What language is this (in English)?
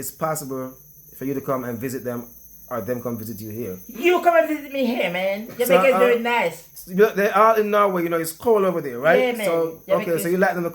Jamaican Creole English